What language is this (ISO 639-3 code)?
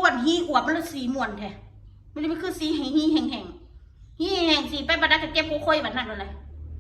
tts